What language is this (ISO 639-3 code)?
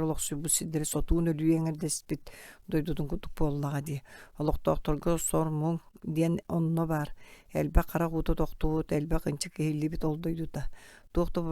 sah